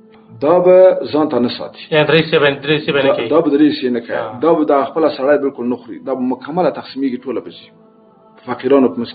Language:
Pashto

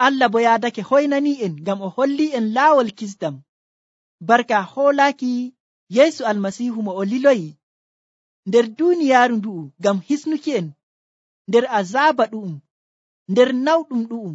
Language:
Nigerian Fulfulde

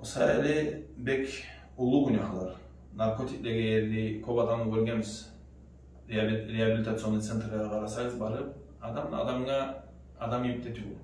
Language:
Kumyk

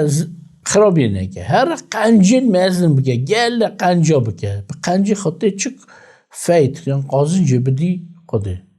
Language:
Kurdish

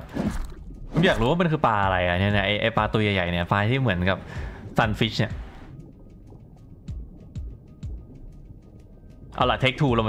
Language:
Thai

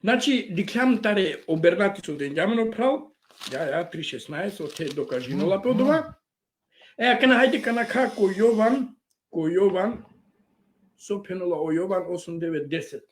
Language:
Balkan Romani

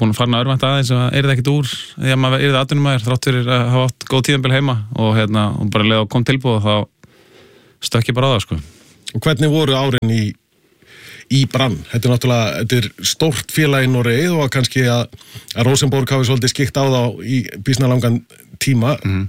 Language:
Icelandic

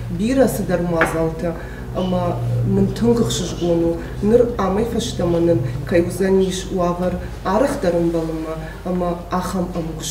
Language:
Ossetic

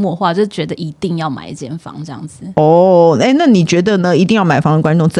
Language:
Chinese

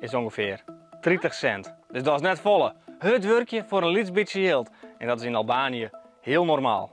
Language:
Western Frisian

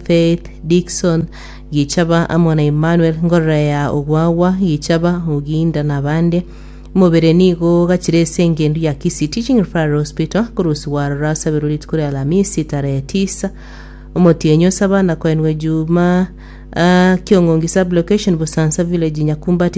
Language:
Gusii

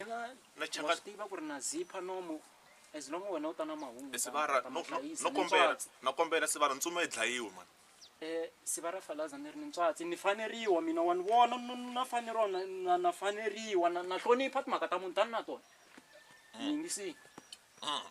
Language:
Tsonga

